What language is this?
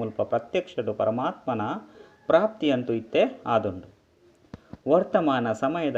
Tulu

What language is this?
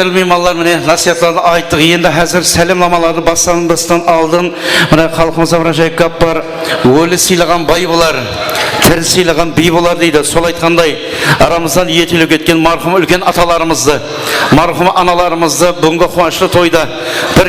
Kara-Kalpak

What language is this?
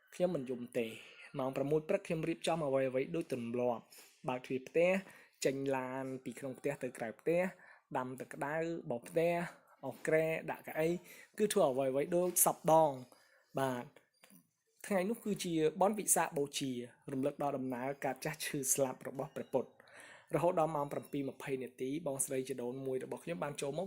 Khmer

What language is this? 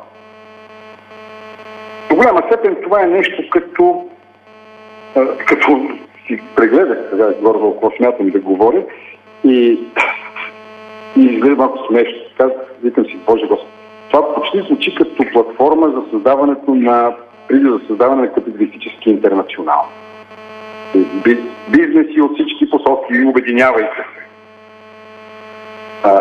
Bulgarian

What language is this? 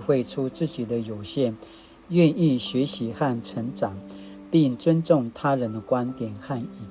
Paiwan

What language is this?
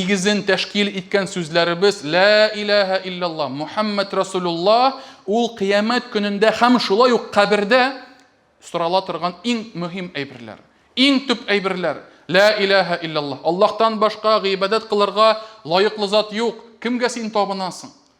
Tatar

